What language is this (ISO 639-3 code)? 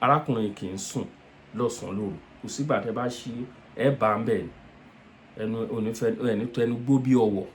yor